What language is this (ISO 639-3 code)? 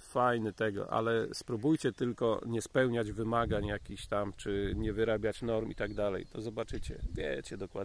pol